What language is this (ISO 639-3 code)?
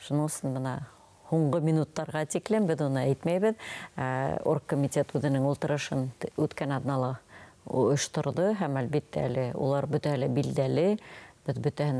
bak